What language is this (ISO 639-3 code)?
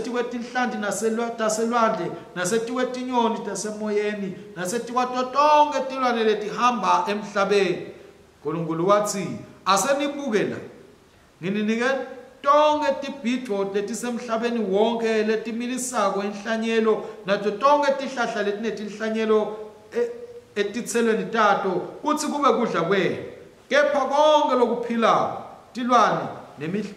ssw